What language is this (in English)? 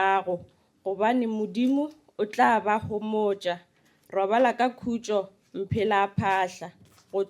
Northern Sotho